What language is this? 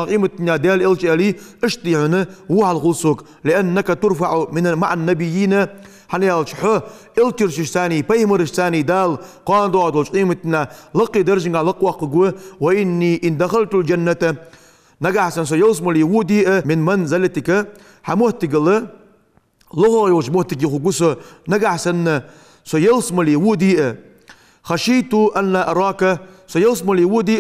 Ingush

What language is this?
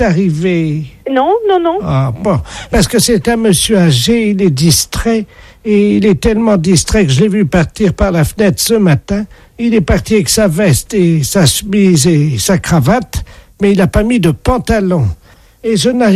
French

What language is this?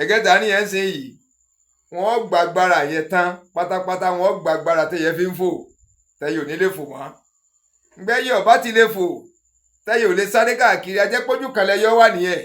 Yoruba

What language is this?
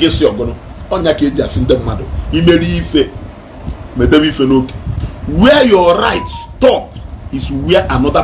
Igbo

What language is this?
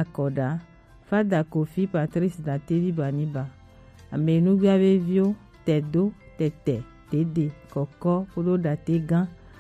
Gen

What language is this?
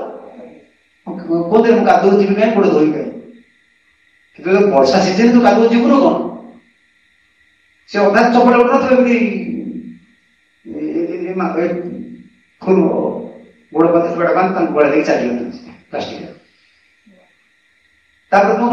Odia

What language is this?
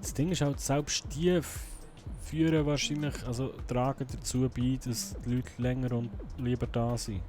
Swiss German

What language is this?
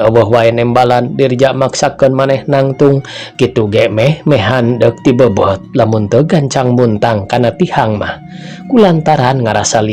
Sundanese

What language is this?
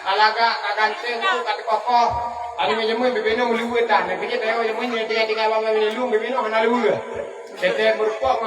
Achinese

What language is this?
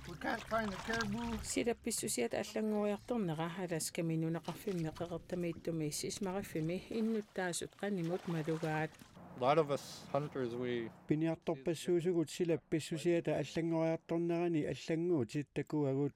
Kalaallisut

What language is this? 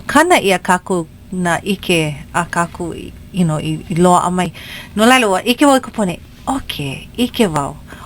Hawaiian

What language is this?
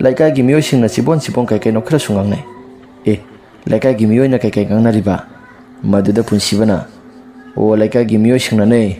Manipuri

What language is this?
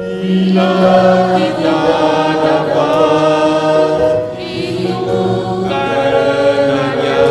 Batak Simalungun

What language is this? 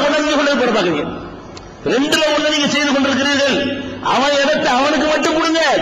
Tamil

